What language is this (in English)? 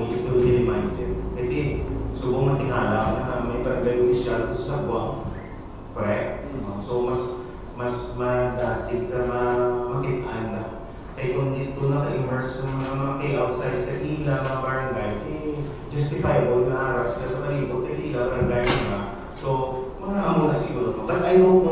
Hiligaynon